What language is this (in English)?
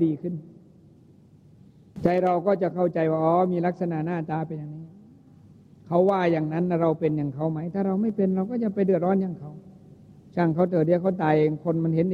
Thai